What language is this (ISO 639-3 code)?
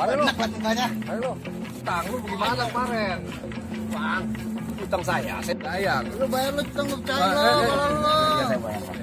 bew